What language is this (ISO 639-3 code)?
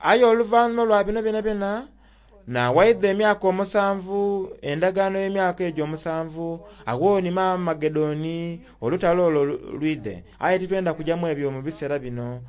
xog